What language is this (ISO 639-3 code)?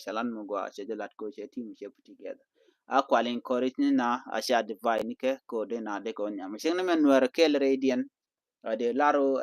nus